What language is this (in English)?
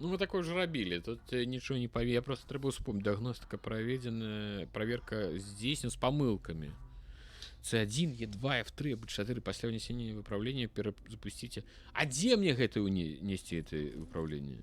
Belarusian